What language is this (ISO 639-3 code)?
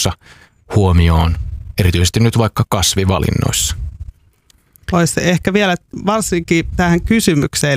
fin